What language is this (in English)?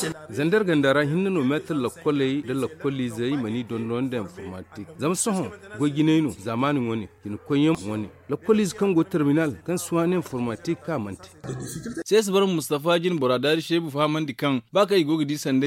Zarma